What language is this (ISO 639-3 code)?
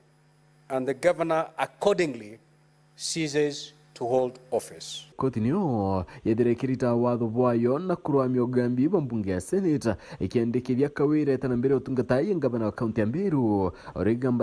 mer